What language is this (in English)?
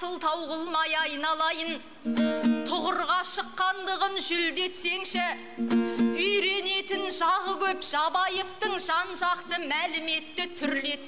Kazakh